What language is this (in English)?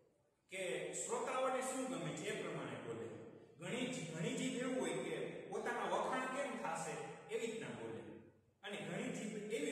Gujarati